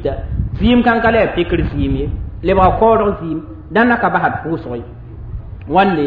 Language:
Mossi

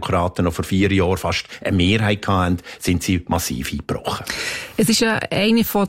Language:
German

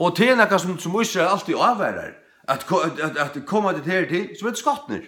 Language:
Faroese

